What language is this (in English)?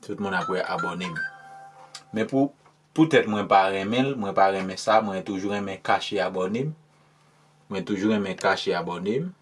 Haitian Creole